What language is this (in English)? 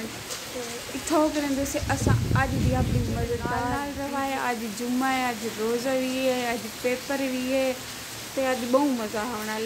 Saraiki